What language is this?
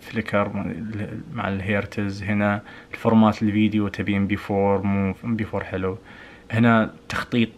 Najdi Arabic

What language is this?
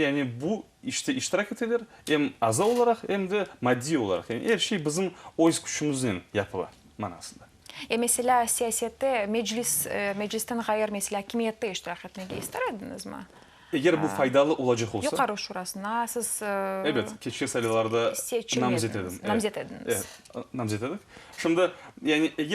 Crimean Tatar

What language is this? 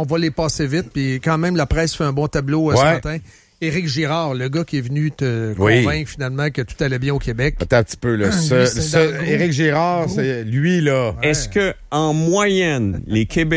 French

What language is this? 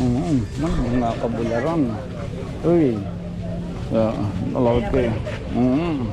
Waray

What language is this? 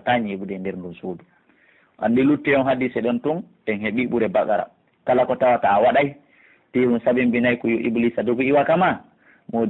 Pular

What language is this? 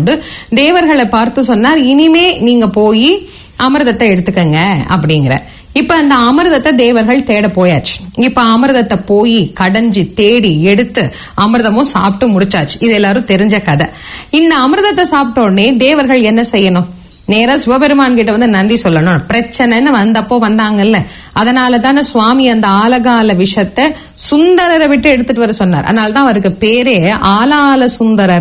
Tamil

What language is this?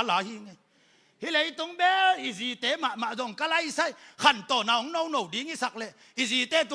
Tedim Chin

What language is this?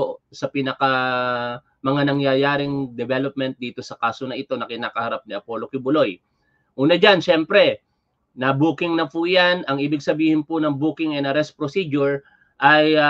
Filipino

